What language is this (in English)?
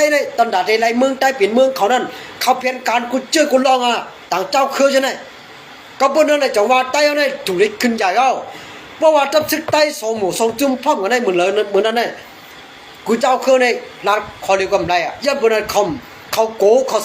Shan